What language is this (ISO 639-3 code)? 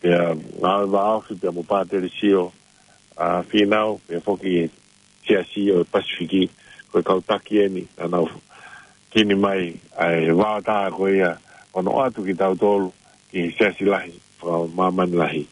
ton